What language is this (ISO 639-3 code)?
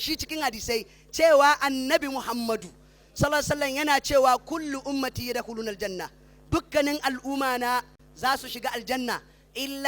hau